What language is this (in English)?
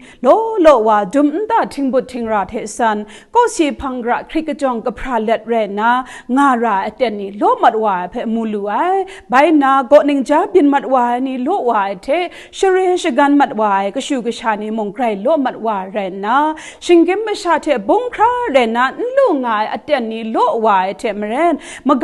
Kachin